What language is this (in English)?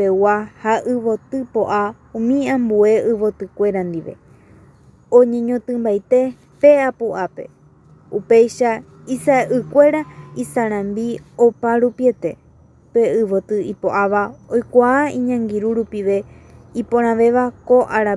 Guarani